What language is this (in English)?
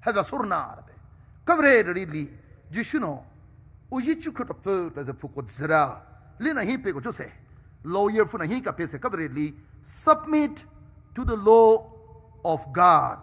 Poumei Naga